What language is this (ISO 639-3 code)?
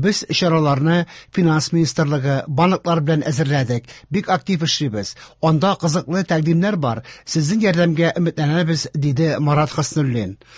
tat